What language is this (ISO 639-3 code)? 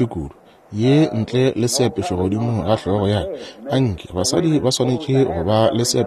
nso